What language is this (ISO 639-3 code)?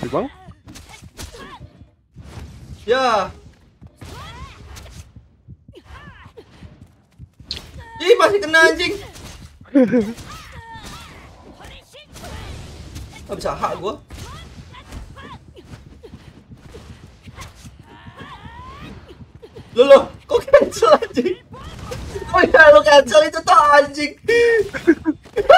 ind